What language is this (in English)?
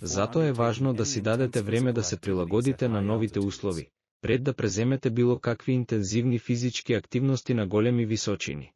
Macedonian